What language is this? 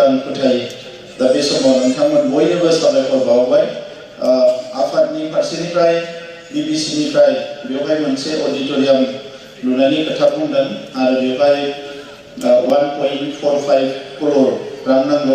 Bodo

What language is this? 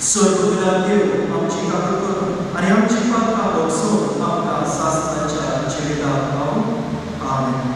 Konkani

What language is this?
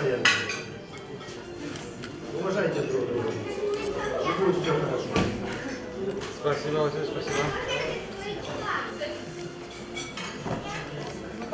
Russian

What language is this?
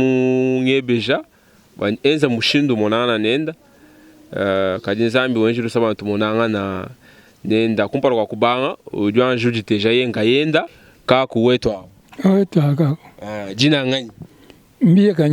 Luba-Lulua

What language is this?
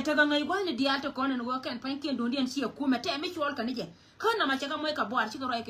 Nuer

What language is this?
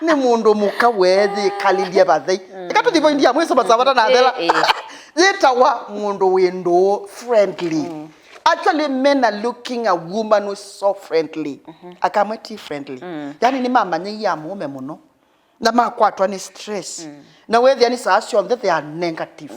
Kamba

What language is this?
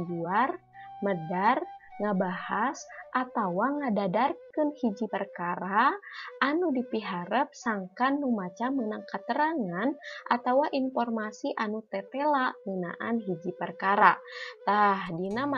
Sundanese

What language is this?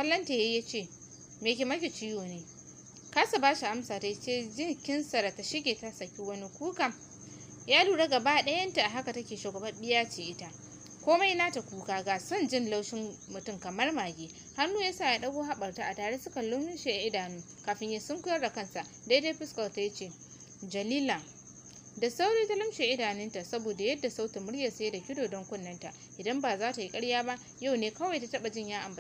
Hausa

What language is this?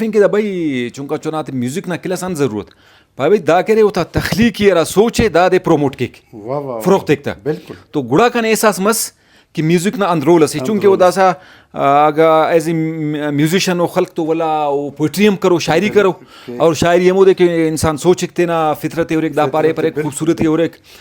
Brahui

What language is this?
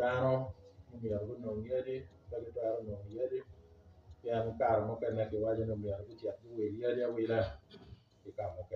Acoli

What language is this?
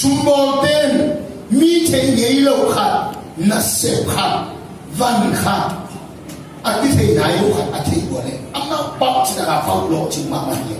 Tedim Chin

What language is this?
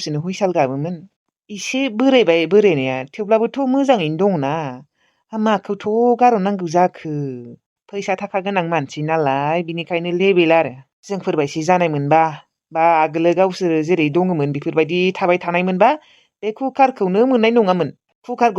Bodo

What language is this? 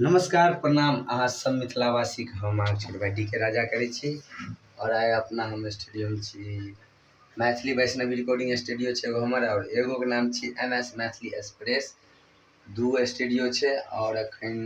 Maithili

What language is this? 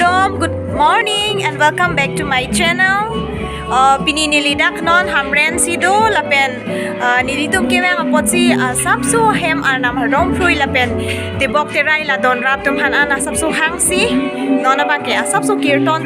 Karbi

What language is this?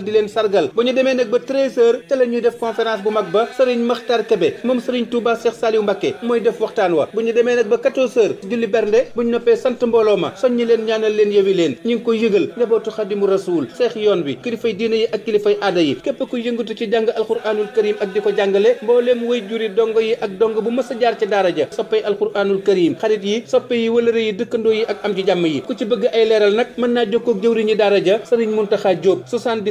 Wolof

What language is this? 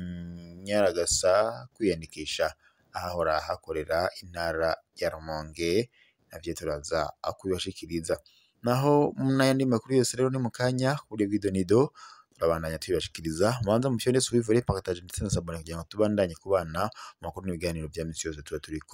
Rundi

